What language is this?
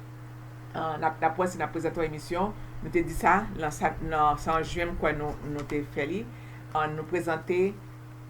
Haitian Creole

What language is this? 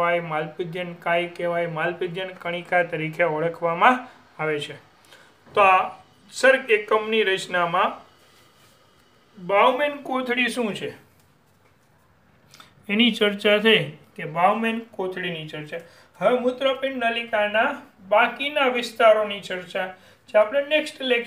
Gujarati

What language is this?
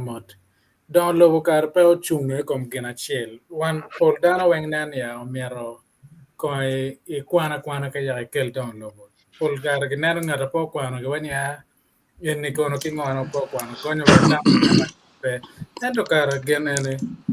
Acoli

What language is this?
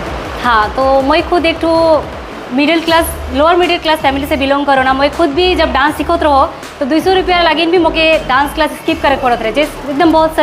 Sadri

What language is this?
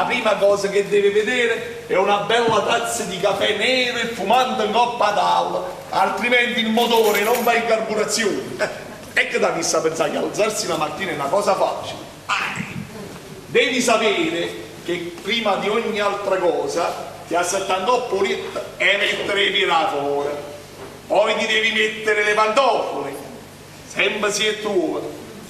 Neapolitan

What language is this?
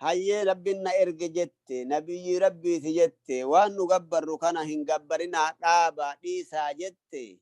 Oromo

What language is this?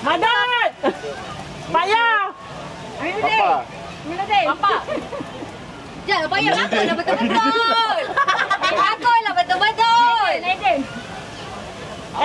Malay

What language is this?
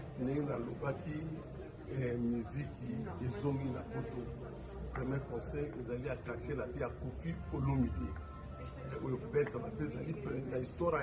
Lingala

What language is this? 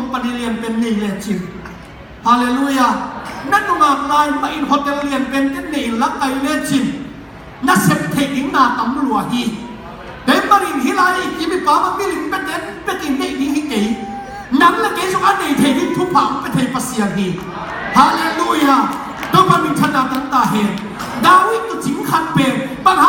Tedim Chin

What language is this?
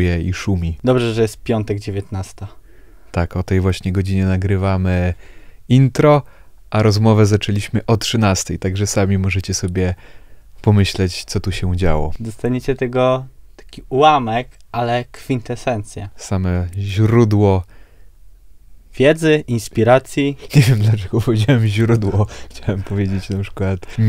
Polish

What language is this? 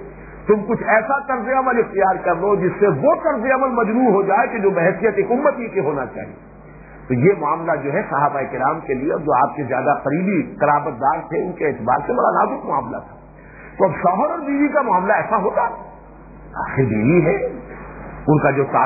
Urdu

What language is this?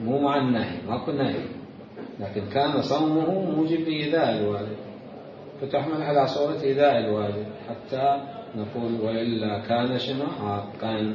Mesopotamian Arabic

